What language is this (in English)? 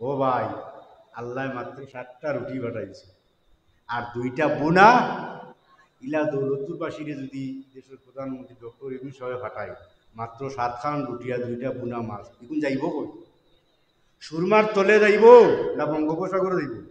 Sylheti